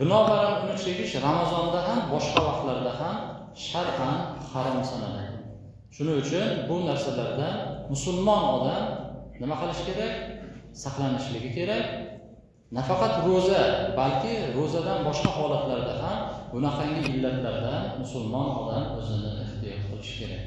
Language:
Uzbek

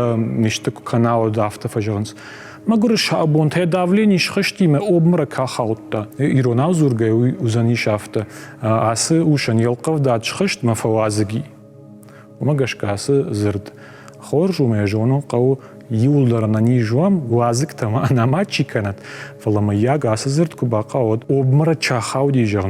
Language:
Ossetic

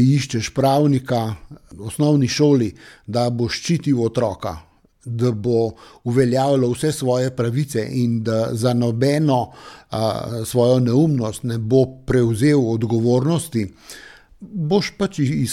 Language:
Slovenian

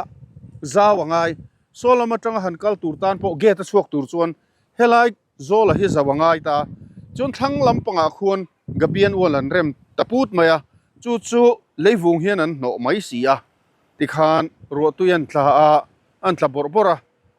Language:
Mizo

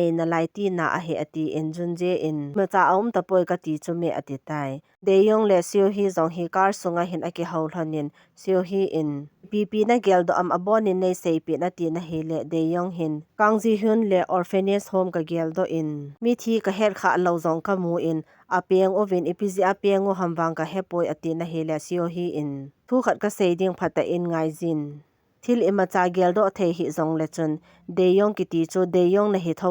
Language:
Thado Chin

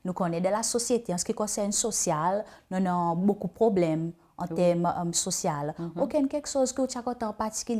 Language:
Seselwa Creole French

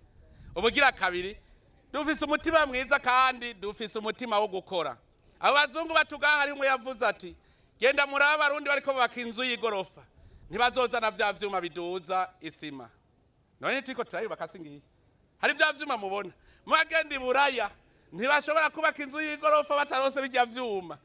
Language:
Rundi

